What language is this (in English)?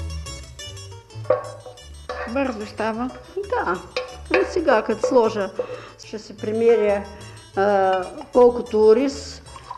Bulgarian